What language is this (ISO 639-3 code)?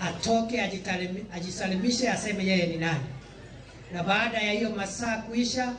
luo